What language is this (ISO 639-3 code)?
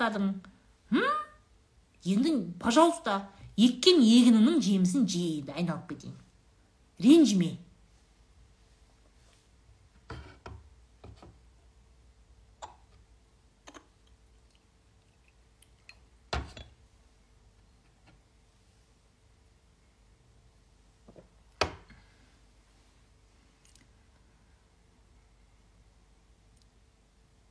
kaz